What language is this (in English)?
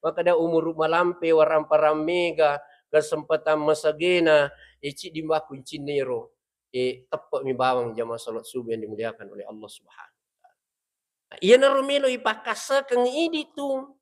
Buginese